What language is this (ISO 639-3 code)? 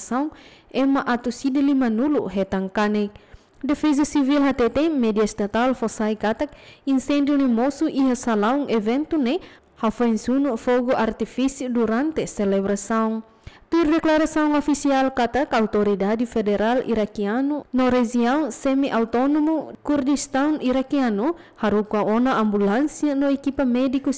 tet